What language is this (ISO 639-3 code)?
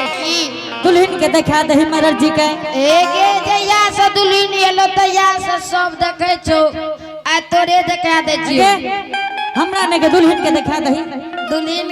anp